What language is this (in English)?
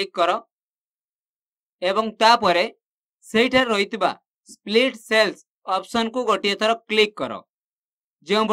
Odia